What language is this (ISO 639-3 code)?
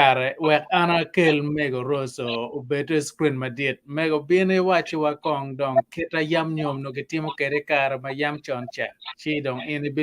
ach